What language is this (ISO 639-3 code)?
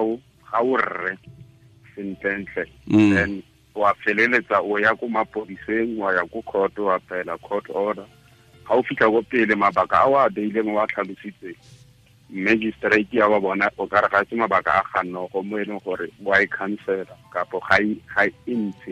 tsn